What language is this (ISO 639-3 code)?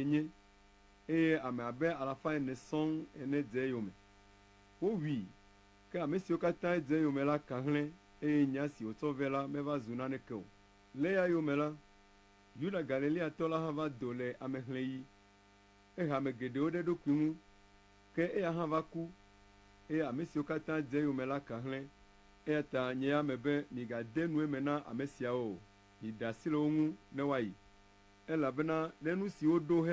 ewe